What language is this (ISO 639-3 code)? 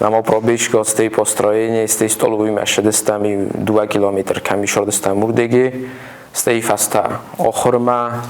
oss